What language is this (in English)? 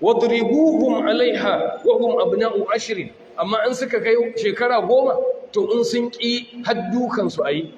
Hausa